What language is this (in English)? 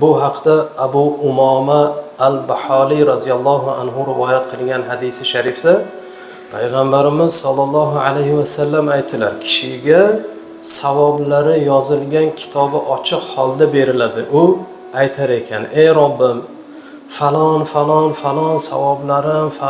Uzbek